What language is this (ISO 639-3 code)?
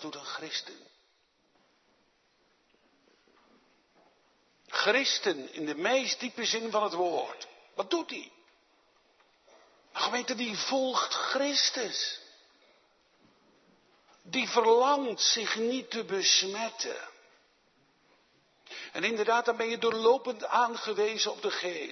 nld